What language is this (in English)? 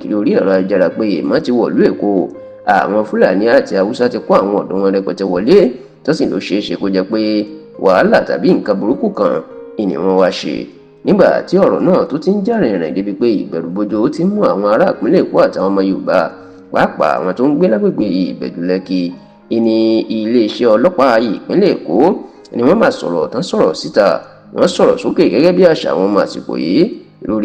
Yoruba